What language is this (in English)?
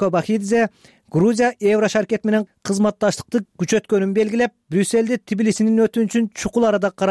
Kyrgyz